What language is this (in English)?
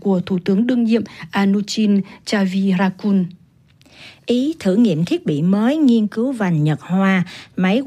Vietnamese